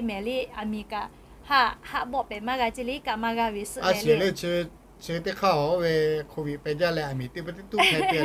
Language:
Lahu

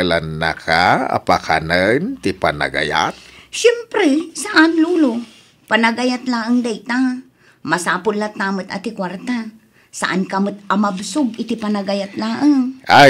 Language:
Iloko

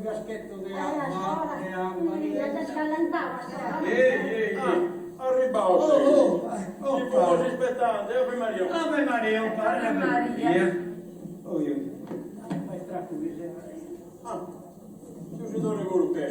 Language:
Sardinian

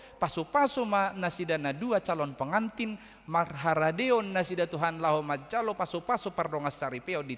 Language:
Batak Toba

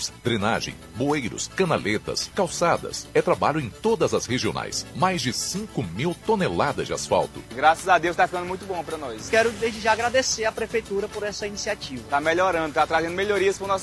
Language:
Portuguese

